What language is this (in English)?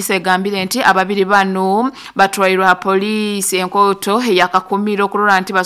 Nyoro